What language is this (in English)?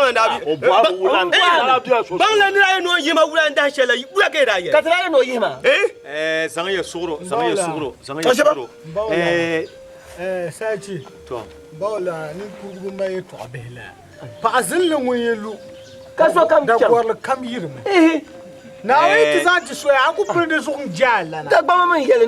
Dagbani